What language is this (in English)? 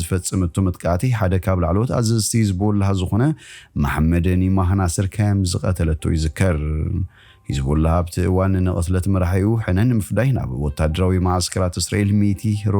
Tigrinya